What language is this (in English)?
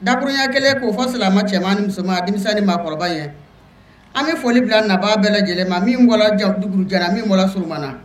Bambara